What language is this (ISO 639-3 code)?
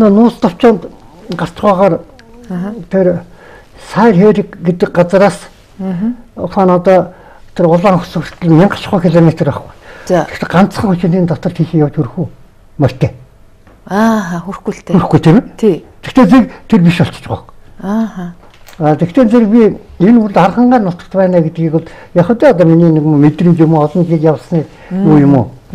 mon